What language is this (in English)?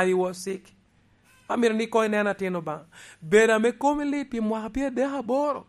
Lango (Uganda)